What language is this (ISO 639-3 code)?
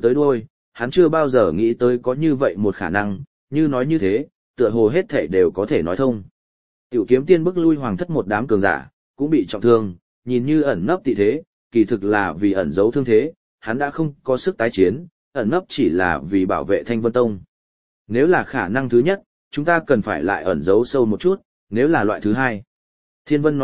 vie